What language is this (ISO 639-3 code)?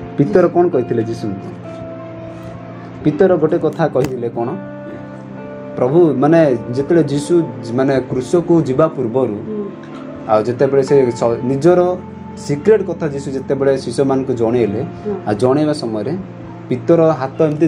ori